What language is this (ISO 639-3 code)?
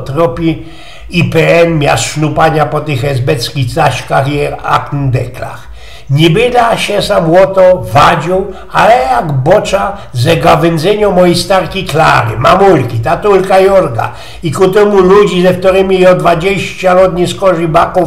szl